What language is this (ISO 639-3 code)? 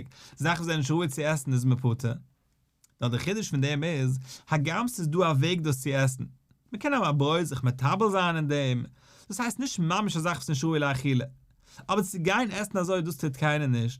yid